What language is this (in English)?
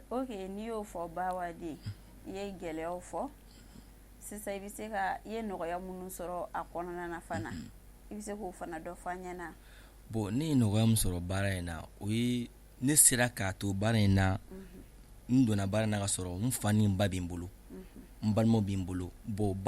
Bambara